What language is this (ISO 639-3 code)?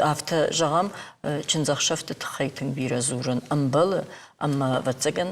oss